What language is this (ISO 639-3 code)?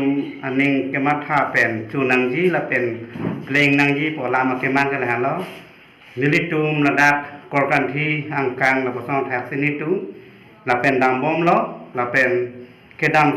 mjw